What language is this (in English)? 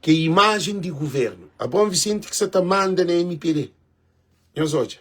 Kabuverdianu